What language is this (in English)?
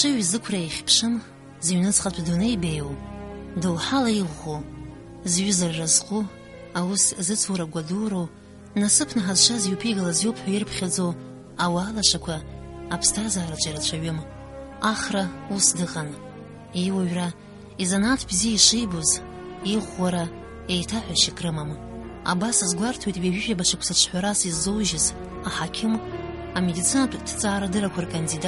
Abkhazian